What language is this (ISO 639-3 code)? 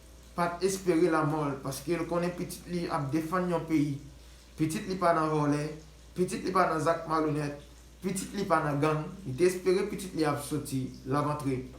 hat